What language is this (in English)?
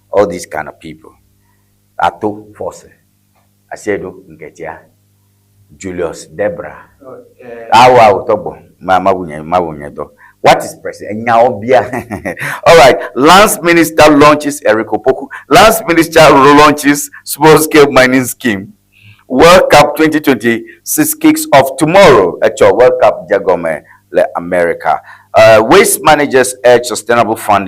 Ewe